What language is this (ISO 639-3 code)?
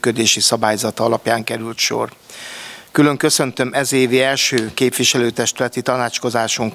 hun